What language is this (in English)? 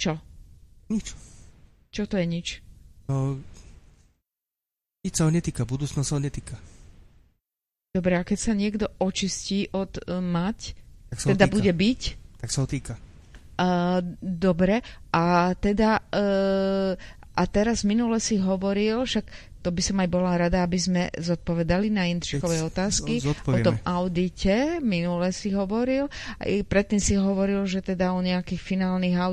Slovak